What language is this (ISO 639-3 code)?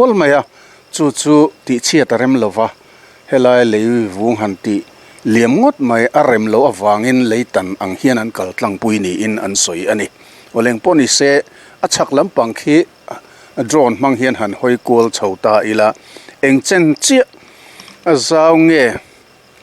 lus